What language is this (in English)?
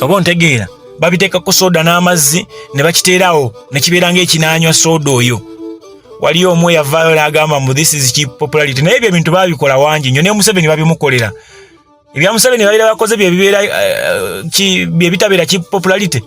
Ganda